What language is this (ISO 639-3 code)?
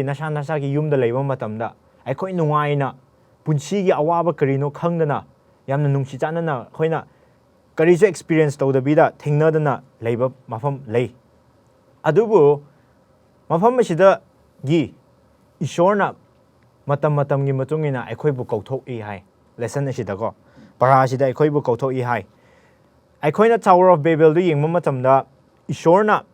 mni